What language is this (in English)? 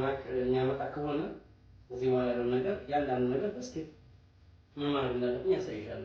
Amharic